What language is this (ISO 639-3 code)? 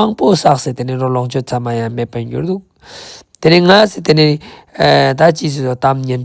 lbj